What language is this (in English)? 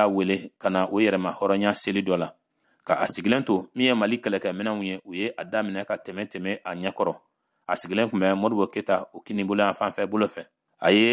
Bambara